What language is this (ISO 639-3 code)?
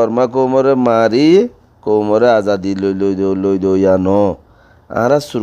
rhg